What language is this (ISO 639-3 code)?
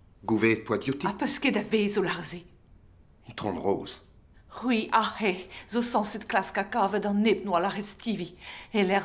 bre